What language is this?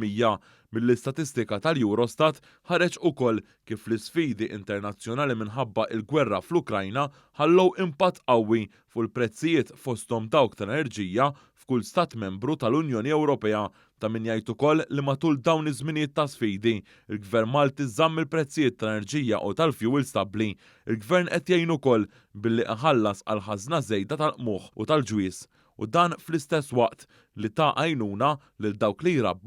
Maltese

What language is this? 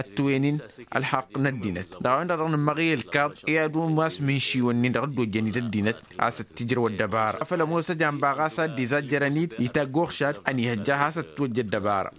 Tamasheq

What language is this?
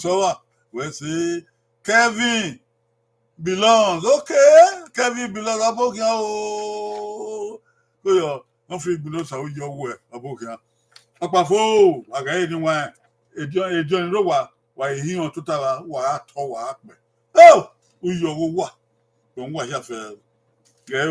Bini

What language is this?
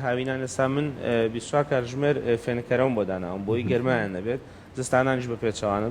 Central Kurdish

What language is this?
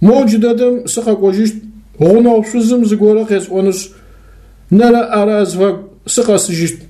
Adyghe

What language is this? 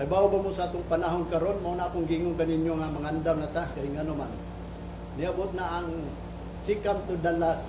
Cebuano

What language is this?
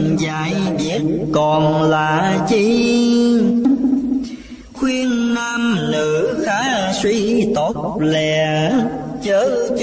Vietnamese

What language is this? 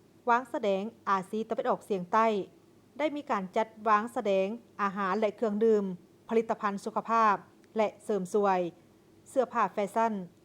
Lao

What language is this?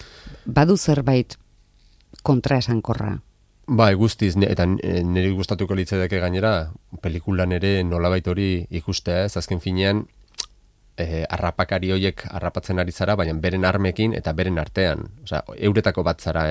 Basque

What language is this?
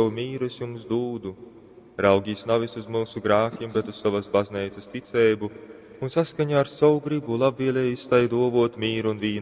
Latgalian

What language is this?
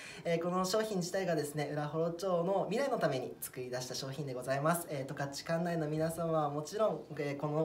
Japanese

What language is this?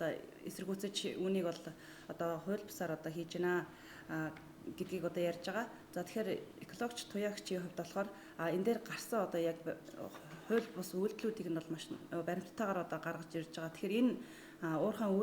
Mongolian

